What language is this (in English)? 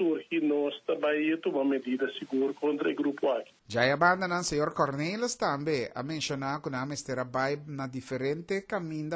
Papiamento